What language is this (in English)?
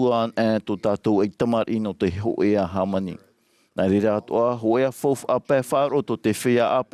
Tahitian